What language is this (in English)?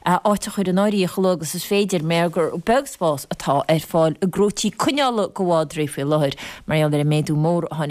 Irish